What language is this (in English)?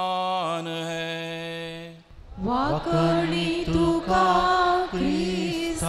Konkani